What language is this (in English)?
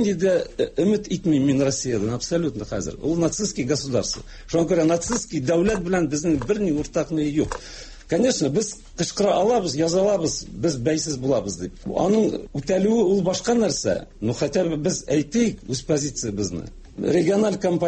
Tatar